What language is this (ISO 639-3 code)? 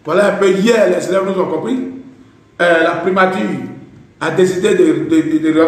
fra